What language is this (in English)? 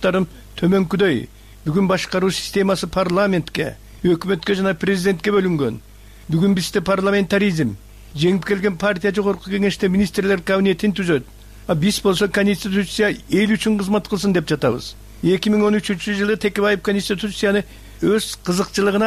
Kyrgyz